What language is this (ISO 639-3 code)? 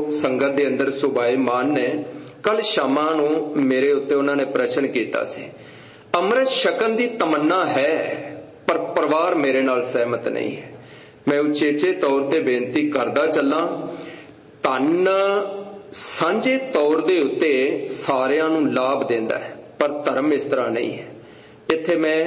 pan